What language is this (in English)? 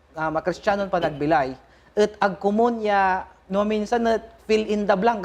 Pangasinan